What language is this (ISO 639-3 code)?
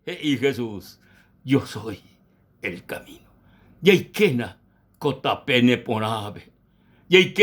grn